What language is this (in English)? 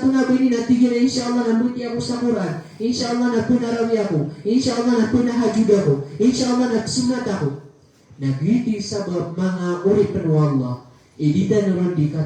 Maranao